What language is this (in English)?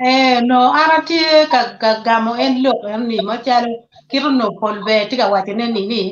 Acoli